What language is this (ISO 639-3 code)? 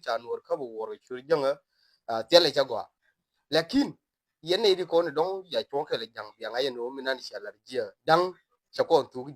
nus